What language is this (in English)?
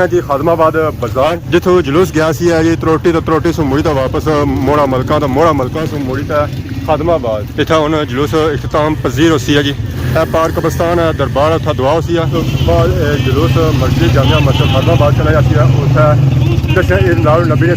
Pahari-Potwari